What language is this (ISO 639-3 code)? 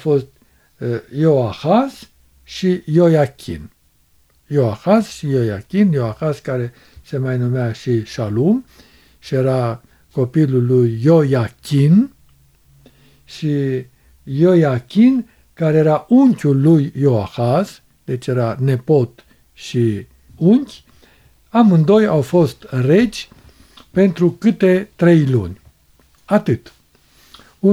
ron